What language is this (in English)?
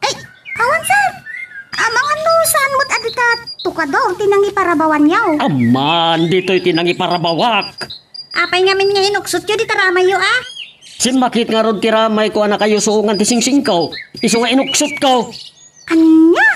Iloko